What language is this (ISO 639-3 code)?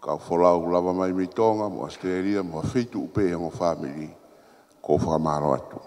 ton